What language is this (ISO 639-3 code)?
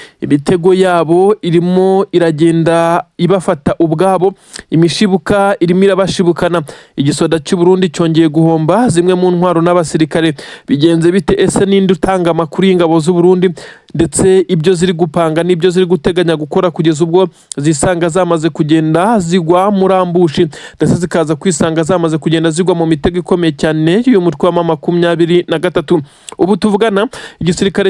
kin